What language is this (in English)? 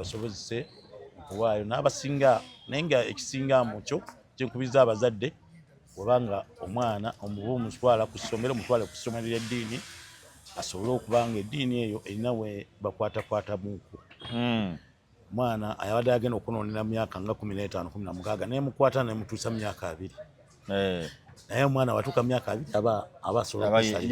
Ganda